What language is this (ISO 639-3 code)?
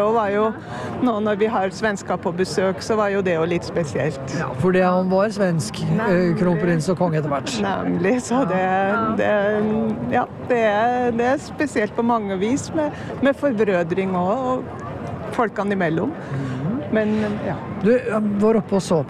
nor